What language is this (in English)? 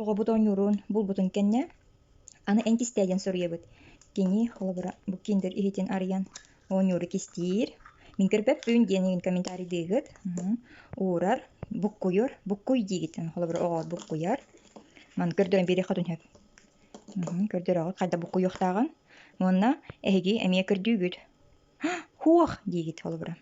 Yakut